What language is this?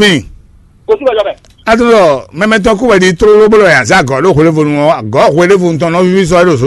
Fon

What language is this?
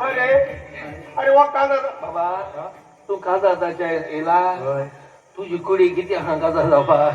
Konkani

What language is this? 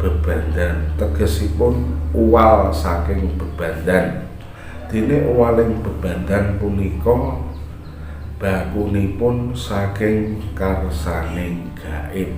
Javanese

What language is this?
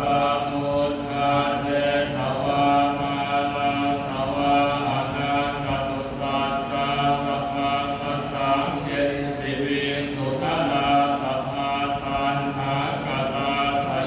Pali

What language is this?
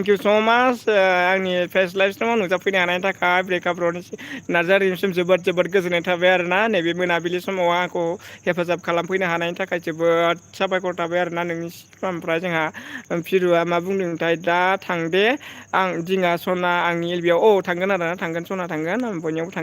Bodo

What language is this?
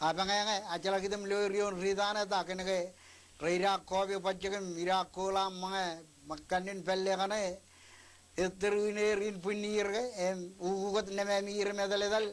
Marshallese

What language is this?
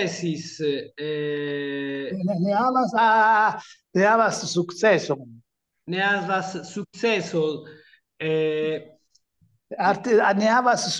Esperanto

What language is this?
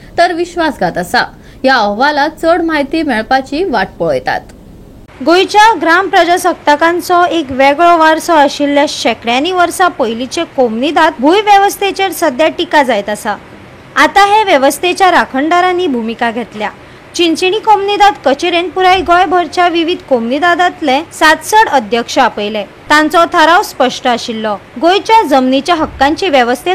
Konkani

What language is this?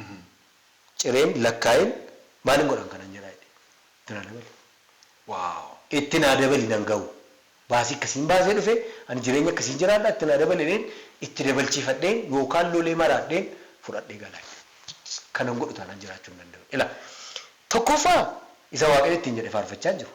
Oromo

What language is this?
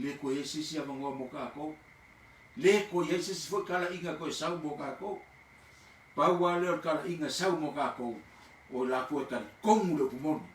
Samoan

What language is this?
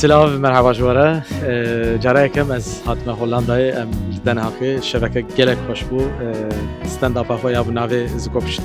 Kurdish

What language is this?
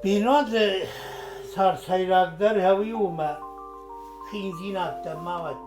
Ossetic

